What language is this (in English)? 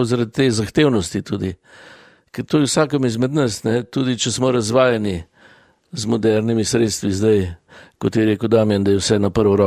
Slovenian